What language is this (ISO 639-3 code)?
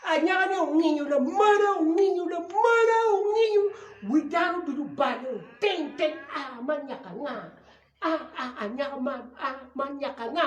ach